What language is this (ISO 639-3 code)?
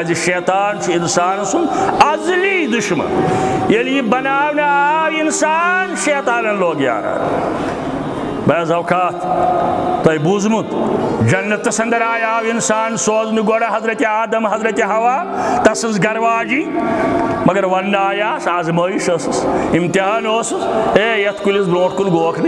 kas